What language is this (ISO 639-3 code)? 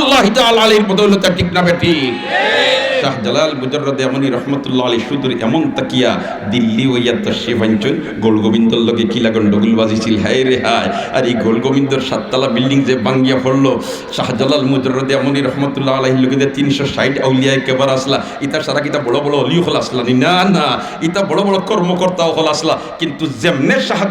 syl